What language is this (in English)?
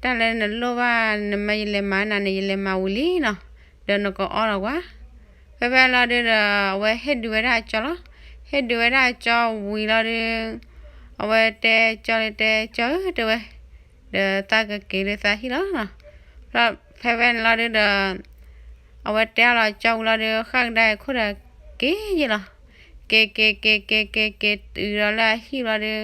S'gaw Karen